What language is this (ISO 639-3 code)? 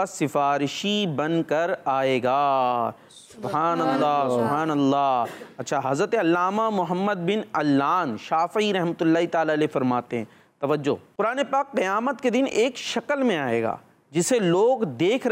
urd